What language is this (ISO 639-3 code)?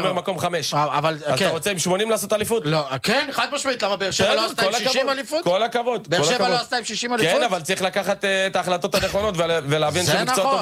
heb